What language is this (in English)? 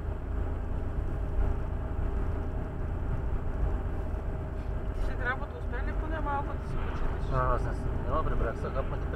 Bulgarian